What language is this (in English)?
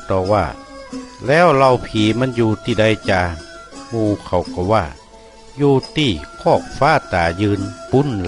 Northern Thai